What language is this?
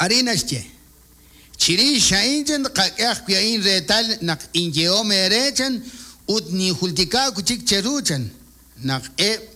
Kekchí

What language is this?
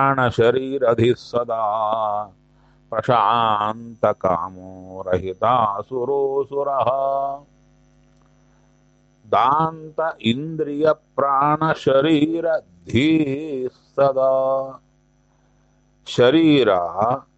Kannada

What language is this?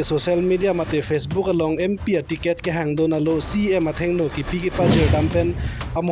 Karbi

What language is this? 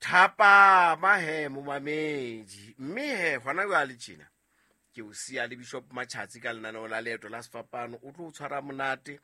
Southern Sotho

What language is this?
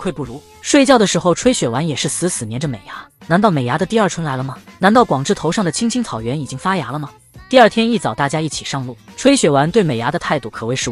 Chinese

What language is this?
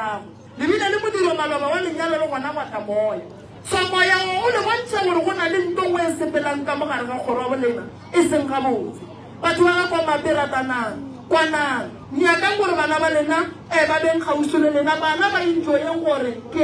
Northern Sotho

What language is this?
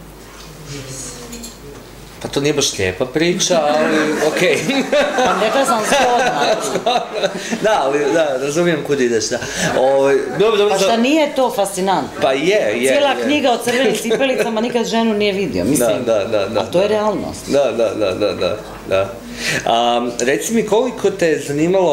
Croatian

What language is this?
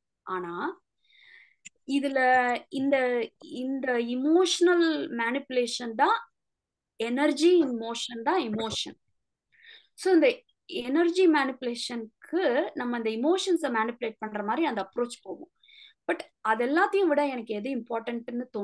Tamil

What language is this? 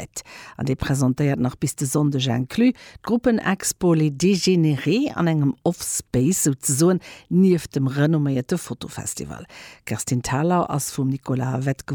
Luxembourgish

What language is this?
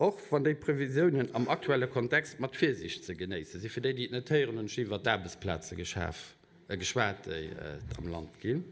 Luxembourgish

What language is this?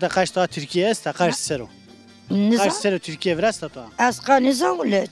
Zaza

